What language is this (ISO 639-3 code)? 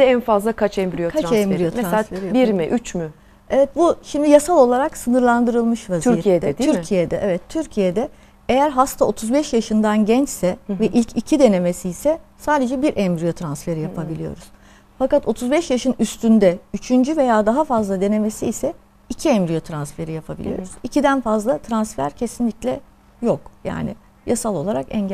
tur